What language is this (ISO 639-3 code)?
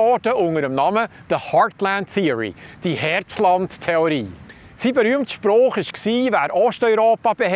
gsw